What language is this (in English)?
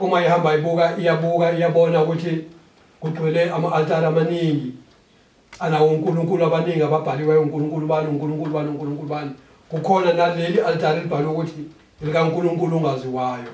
Zulu